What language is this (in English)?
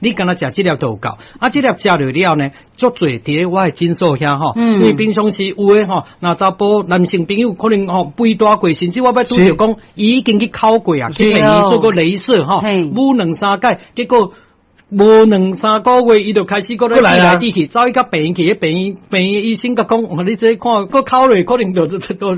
Min Nan Chinese